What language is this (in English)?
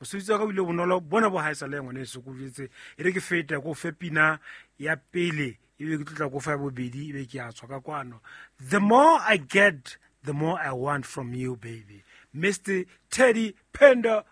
Southern Sotho